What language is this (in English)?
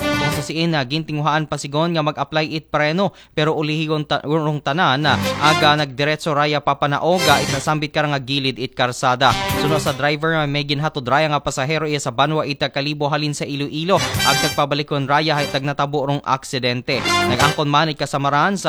Aklanon